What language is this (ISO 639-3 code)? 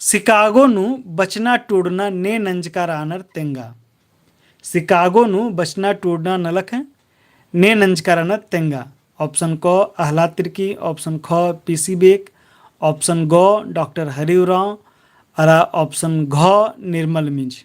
kru